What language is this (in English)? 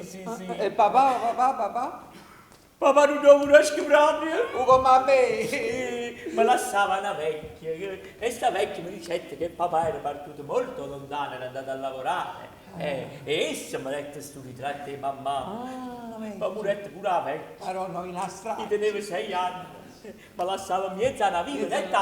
Neapolitan